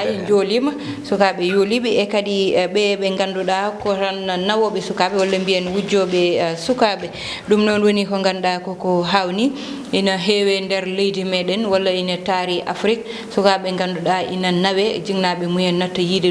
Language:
Fula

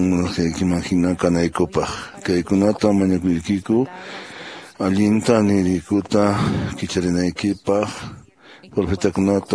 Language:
Quechua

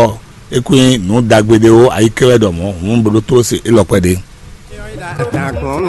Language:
Fon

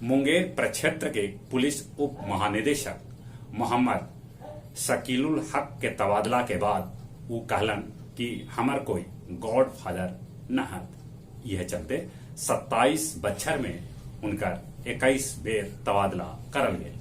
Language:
Magahi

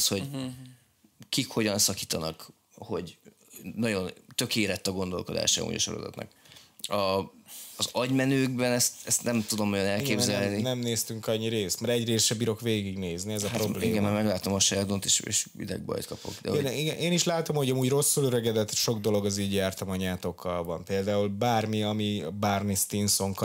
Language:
Hungarian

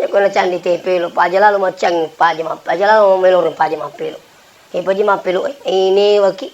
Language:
Buginese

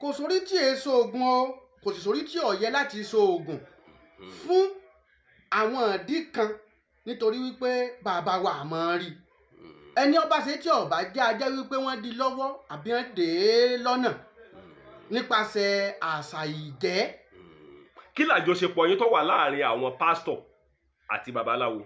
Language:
Yoruba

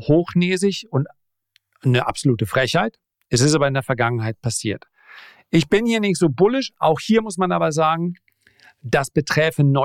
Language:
German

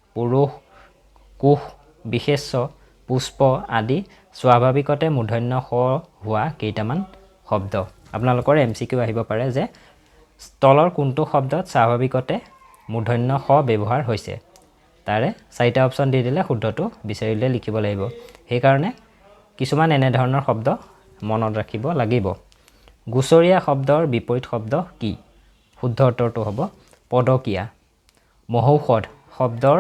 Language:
Assamese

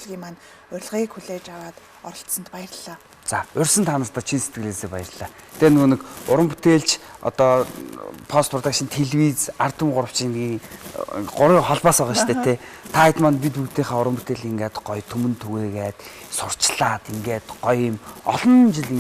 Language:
Mongolian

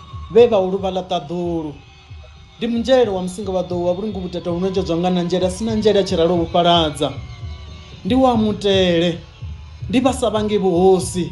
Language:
Venda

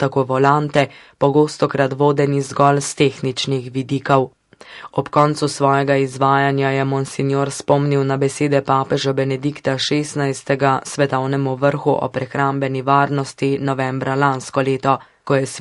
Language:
Slovenian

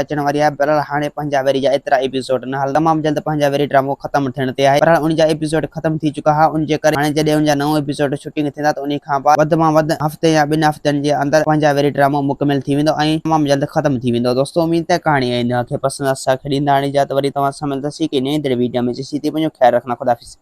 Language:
Sindhi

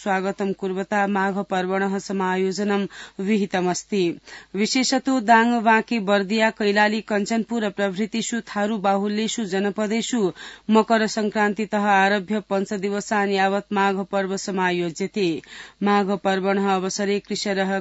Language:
Sanskrit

